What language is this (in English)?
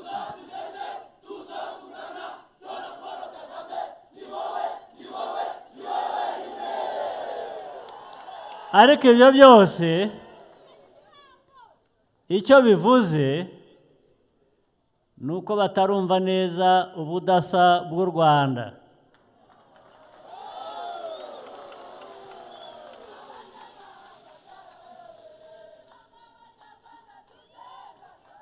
Kinyarwanda